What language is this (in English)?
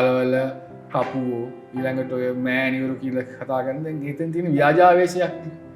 Sinhala